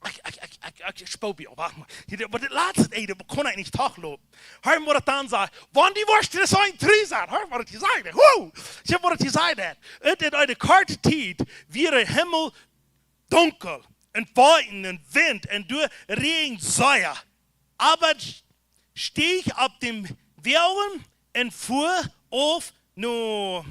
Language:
Plautdietsch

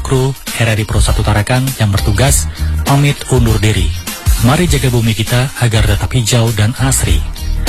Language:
Indonesian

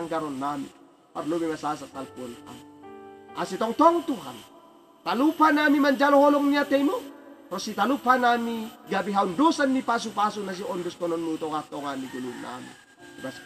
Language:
Batak Simalungun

